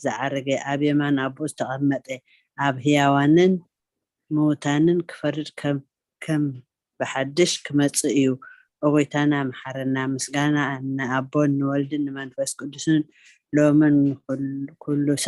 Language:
Tigrinya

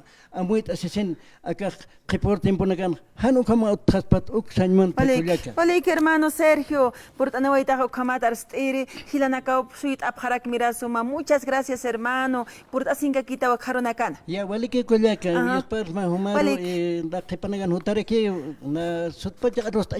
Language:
Aymara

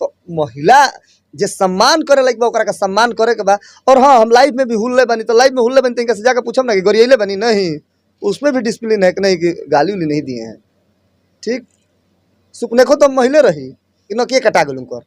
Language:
Bhojpuri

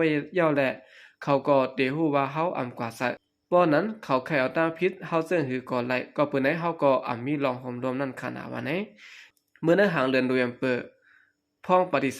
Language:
Shan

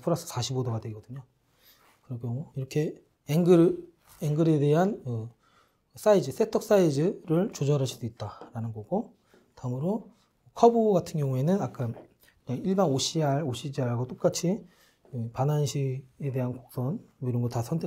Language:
Korean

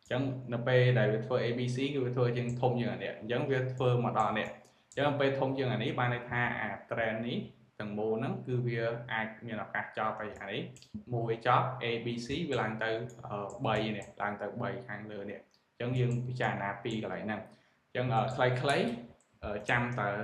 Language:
Khmer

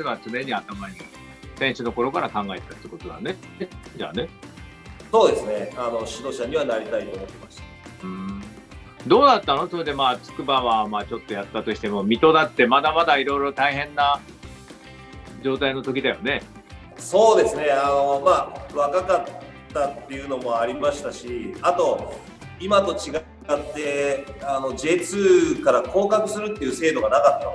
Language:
Japanese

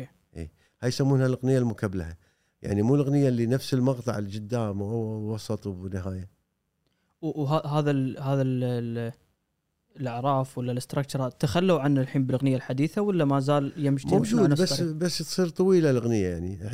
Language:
Gulf Arabic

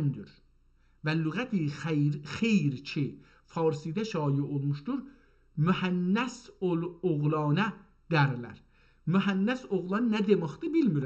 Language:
South Azerbaijani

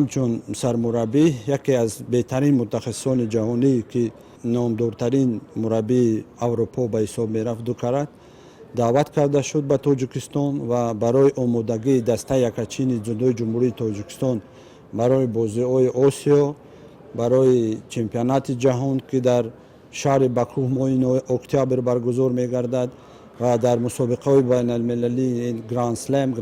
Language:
Tajik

